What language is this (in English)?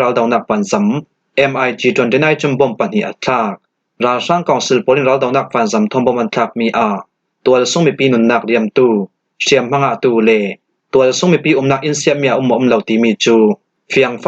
Falam Chin